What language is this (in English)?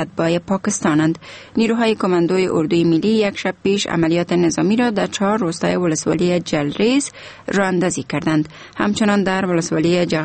Persian